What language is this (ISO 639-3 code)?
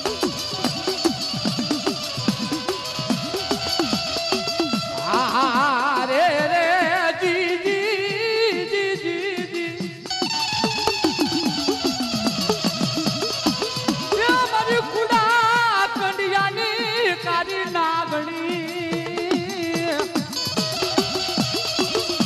guj